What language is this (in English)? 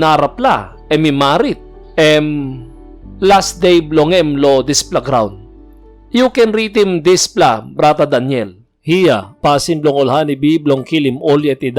Tok Pisin